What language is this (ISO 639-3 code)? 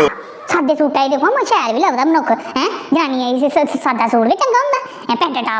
doi